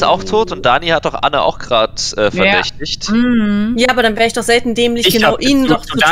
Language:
German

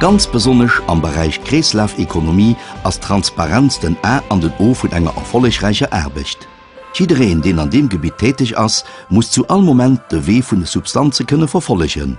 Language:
Luxembourgish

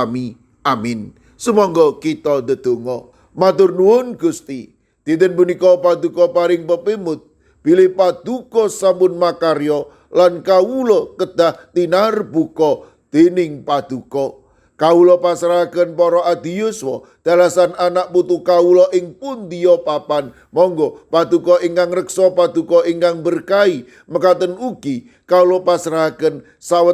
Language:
Javanese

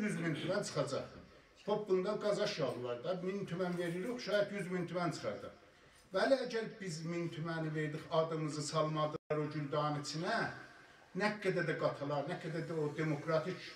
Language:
South Azerbaijani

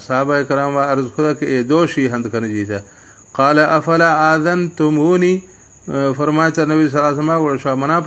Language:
Baluchi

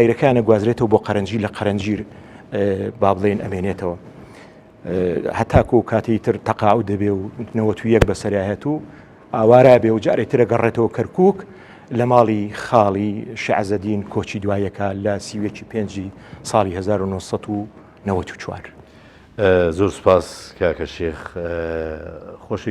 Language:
Central Kurdish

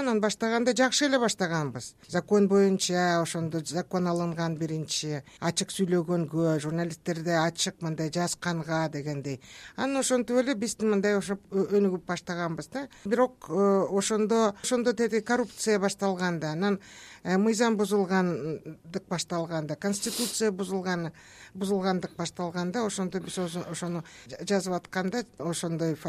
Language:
Kyrgyz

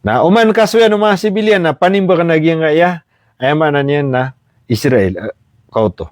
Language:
Maranao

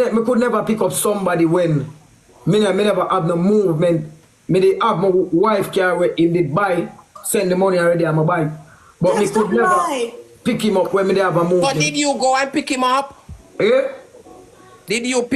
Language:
Jamaican Creole English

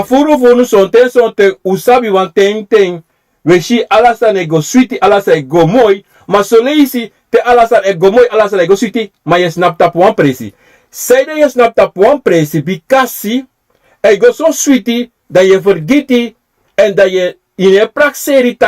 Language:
Sranan Tongo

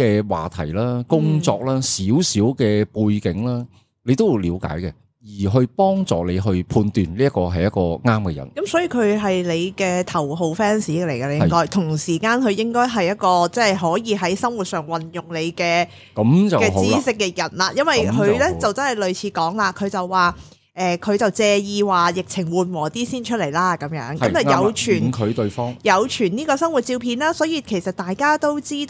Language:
Cantonese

